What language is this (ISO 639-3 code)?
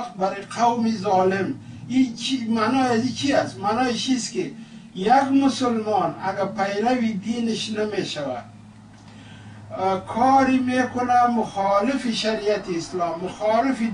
fas